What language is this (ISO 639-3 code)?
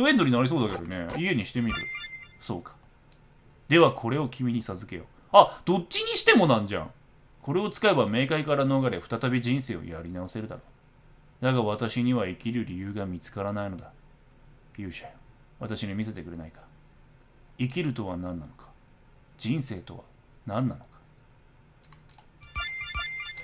jpn